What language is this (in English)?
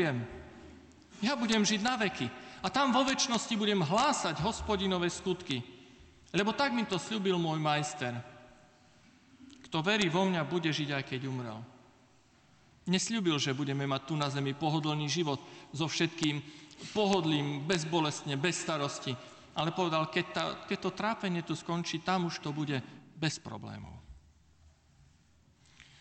Slovak